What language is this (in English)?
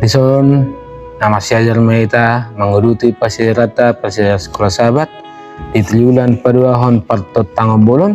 Batak Toba